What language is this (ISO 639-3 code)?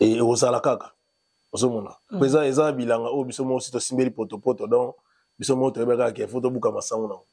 lin